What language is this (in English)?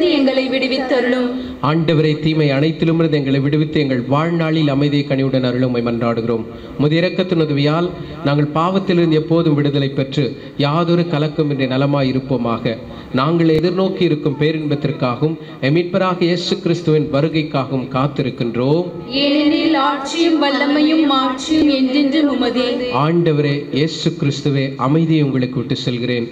Tamil